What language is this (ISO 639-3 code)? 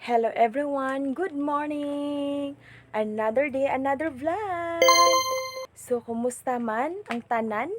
ceb